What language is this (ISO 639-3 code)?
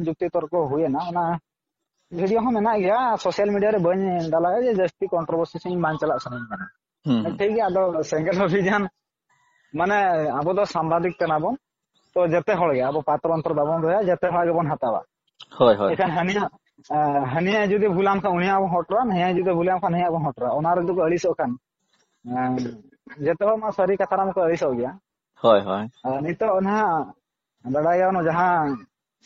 sat